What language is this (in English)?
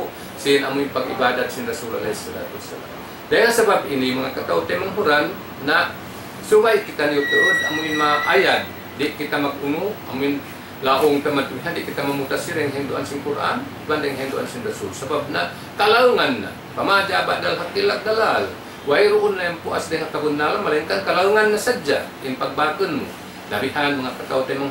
Tausug